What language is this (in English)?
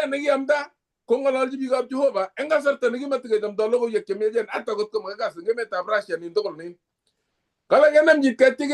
Kalenjin